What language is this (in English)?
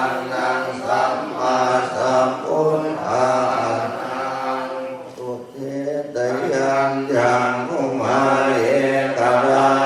Pali